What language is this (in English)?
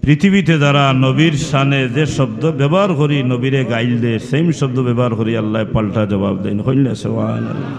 Sylheti